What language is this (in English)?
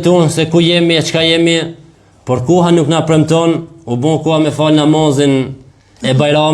Albanian